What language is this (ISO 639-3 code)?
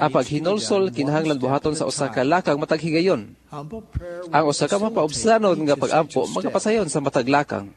ceb